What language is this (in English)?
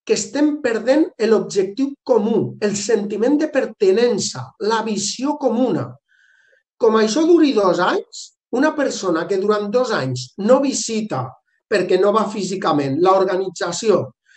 Catalan